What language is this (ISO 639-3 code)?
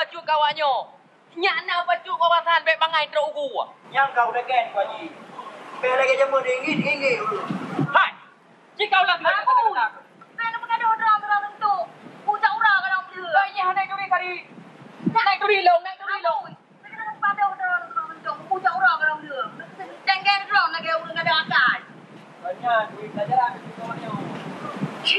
ace